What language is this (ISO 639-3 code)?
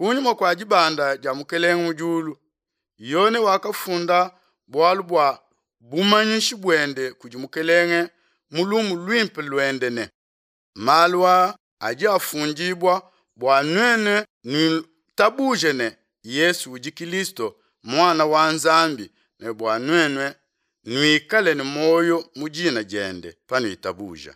lua